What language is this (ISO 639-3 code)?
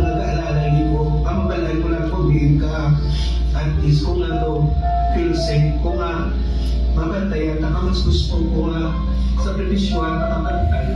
hil